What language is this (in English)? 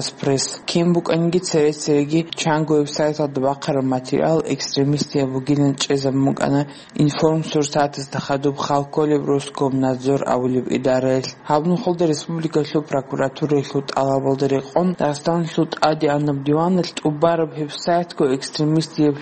Avaric